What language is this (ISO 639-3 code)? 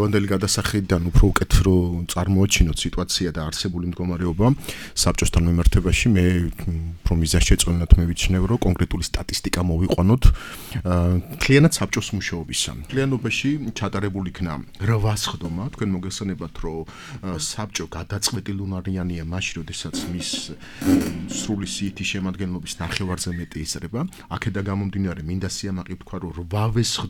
kat